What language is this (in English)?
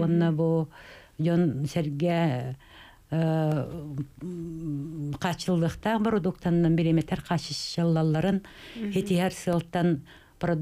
Yakut